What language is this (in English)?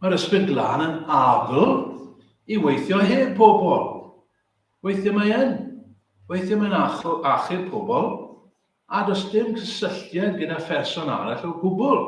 Welsh